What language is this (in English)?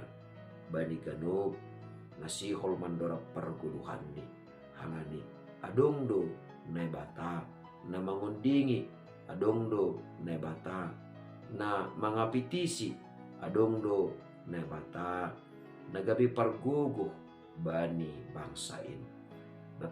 Batak Simalungun